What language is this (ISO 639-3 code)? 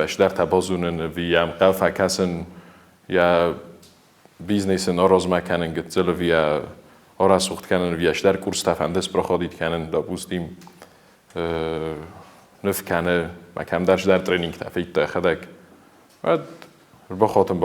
oss